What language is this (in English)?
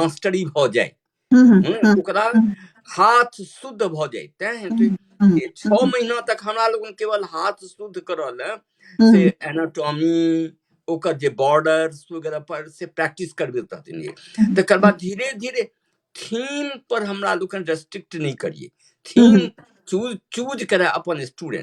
Maithili